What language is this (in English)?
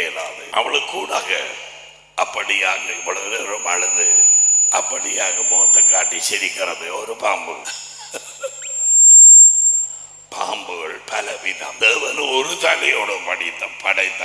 Tamil